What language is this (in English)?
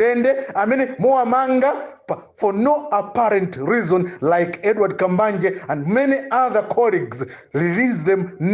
Nyanja